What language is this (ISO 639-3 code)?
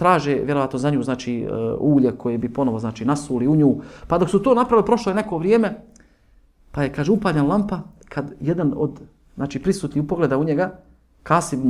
bos